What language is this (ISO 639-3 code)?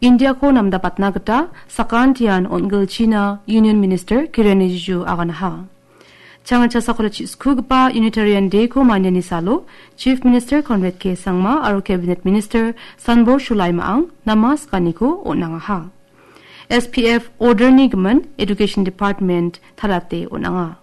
grt